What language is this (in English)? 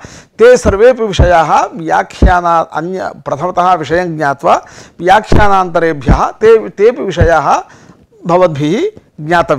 Sanskrit